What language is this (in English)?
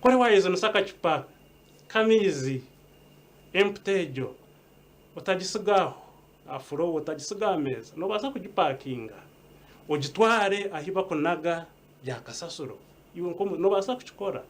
Nyankole